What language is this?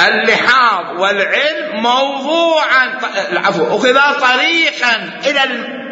Mesopotamian Arabic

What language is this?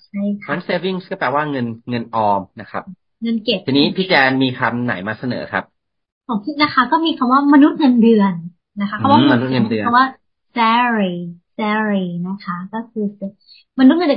Thai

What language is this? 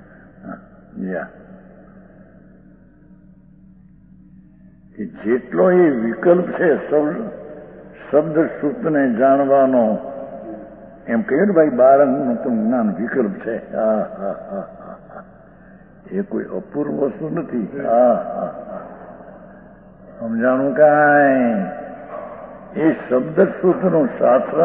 Gujarati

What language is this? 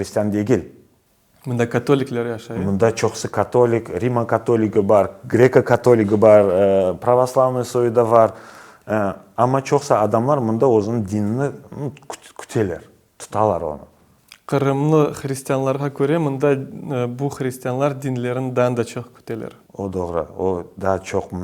Crimean Tatar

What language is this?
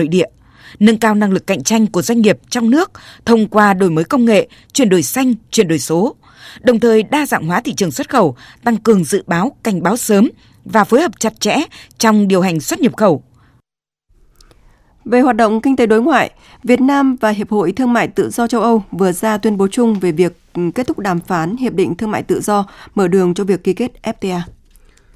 Vietnamese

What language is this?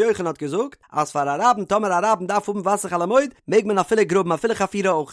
Yiddish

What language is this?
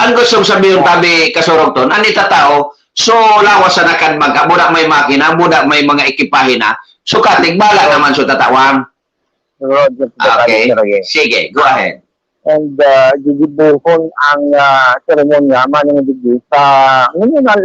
Bikol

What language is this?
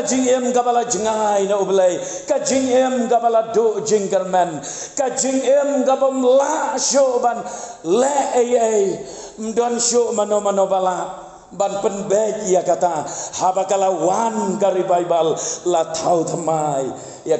Khasi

